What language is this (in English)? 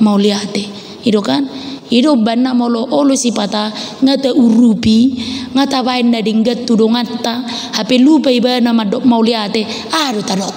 Batak Toba